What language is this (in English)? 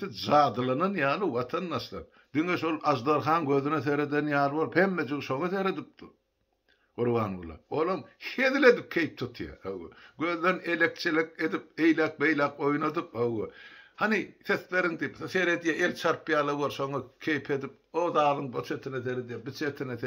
Turkmen